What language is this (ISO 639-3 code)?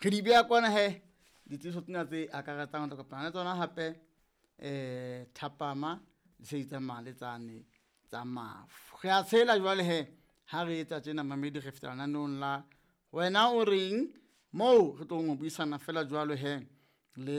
sot